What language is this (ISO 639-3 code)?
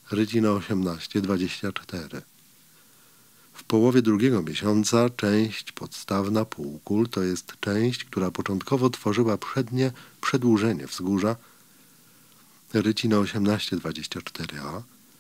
pol